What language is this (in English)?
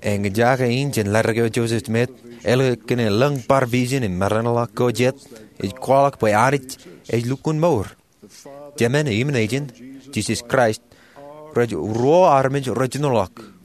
Marshallese